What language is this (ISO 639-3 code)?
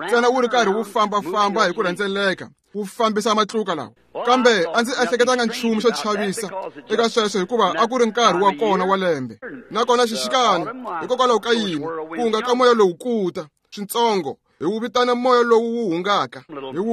tso